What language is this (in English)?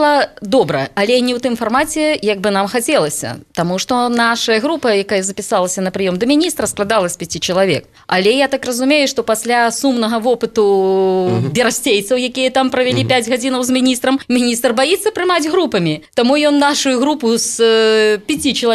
Belarusian